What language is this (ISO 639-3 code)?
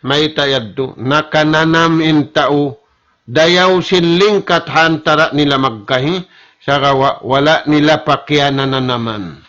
tsg